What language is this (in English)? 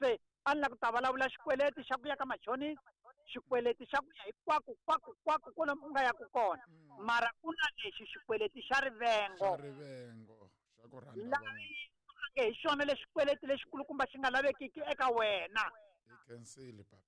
Tsonga